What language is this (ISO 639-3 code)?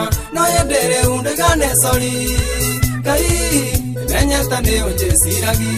kik